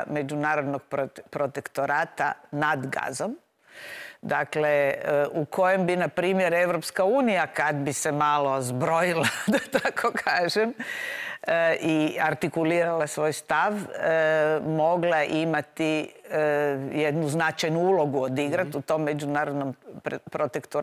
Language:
Croatian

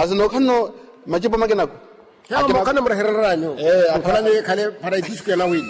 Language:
Makhuwa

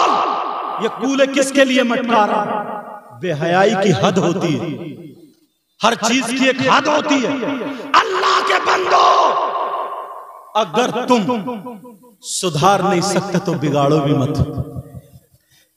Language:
Hindi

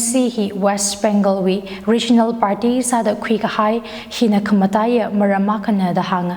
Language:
Tangkhul Naga (India)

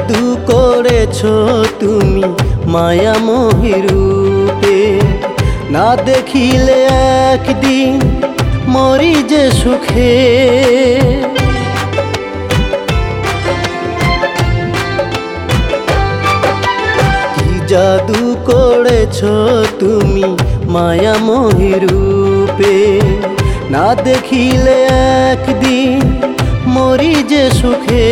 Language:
Bangla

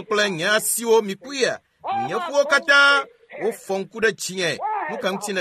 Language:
Ewe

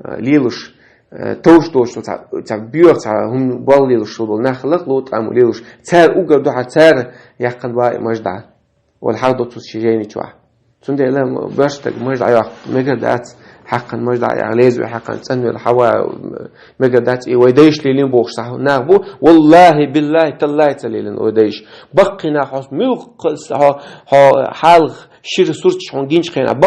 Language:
Chechen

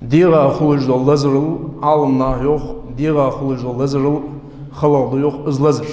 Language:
Ingush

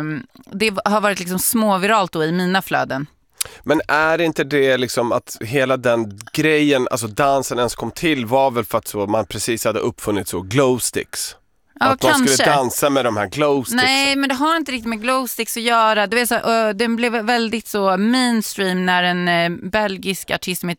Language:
Swedish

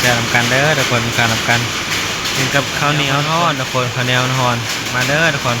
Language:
Northeastern Thai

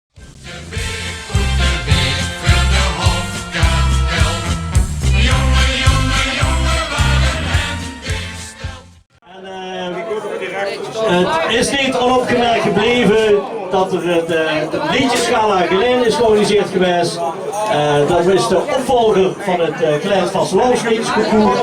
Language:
Limburgish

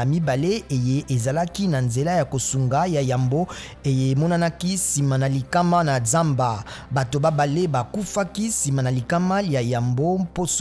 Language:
Lingala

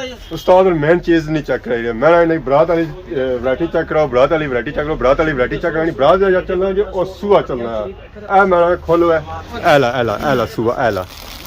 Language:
Pahari-Potwari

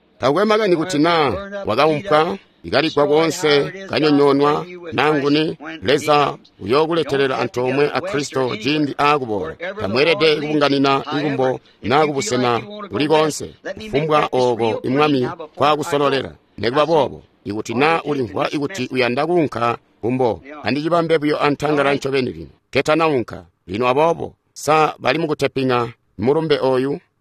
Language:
Tonga (Zambia)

